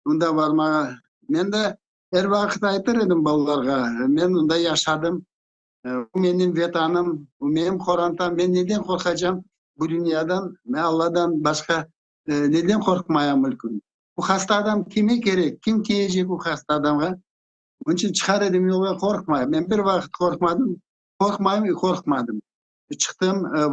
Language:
Crimean Tatar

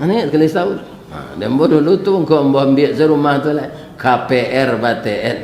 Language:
Minangkabau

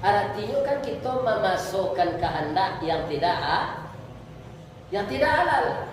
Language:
Minangkabau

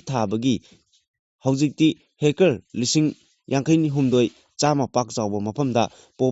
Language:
Manipuri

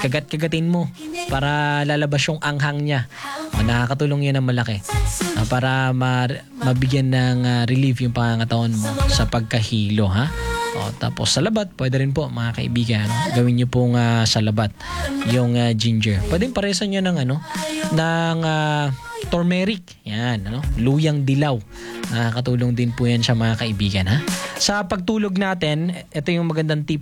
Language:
Filipino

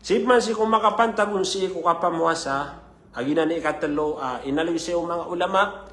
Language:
Maranao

